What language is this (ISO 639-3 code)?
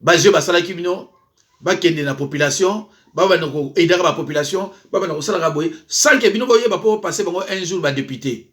lin